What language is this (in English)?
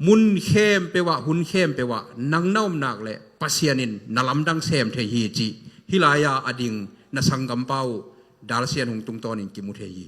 Tedim Chin